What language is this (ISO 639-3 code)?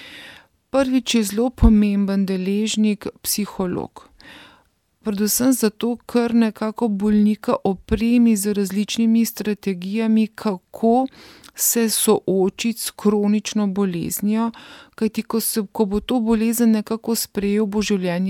slv